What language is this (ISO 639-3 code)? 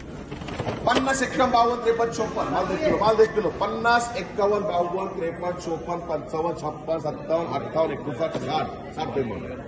mar